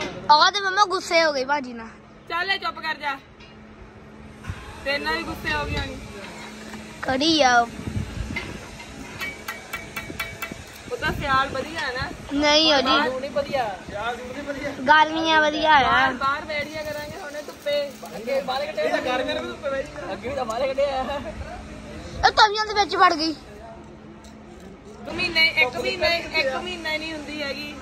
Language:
Punjabi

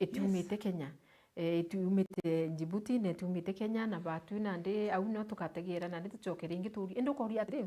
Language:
Meru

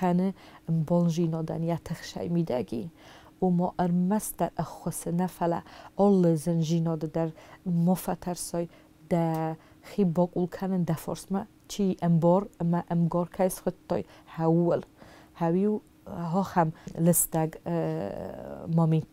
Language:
Ossetic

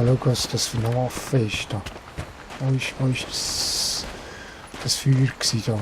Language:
Swiss German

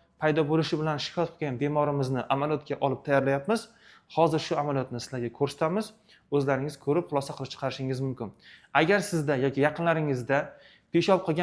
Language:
Uzbek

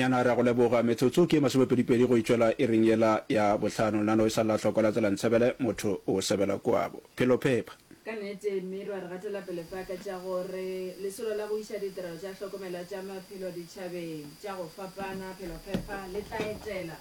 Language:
Northern Sotho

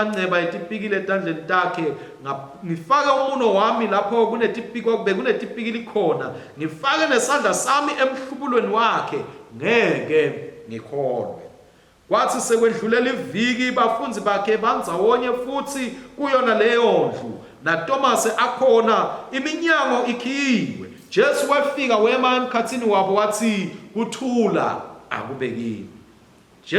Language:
Swati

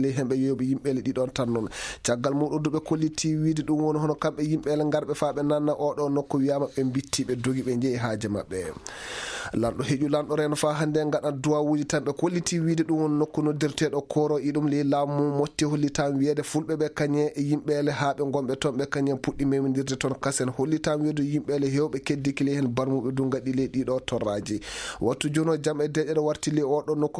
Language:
Maasina Fulfulde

